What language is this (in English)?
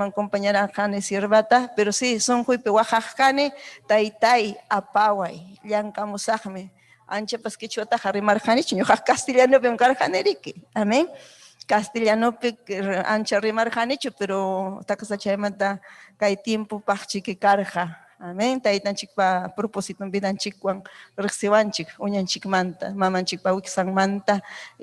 Ayacucho Quechua